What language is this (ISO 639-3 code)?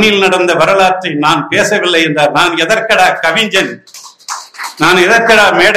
tam